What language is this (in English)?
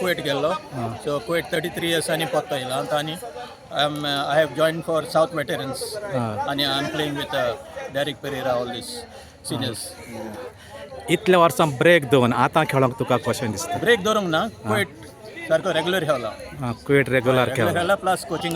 Konkani